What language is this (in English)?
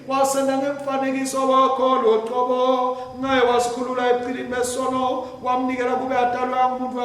Swati